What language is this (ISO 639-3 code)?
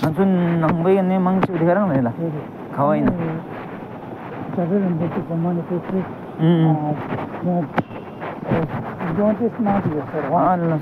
bod